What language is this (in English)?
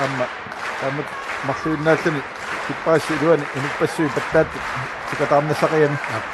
Kalaallisut